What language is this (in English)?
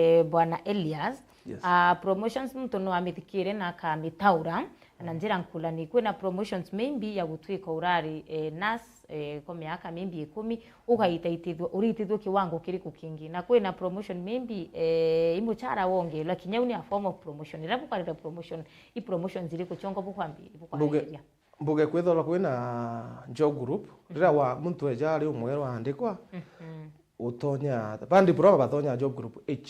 Meru